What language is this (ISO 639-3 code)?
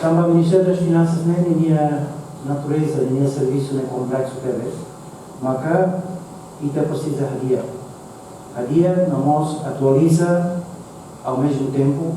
tet